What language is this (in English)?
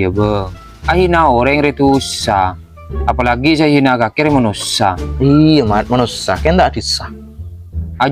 Madurese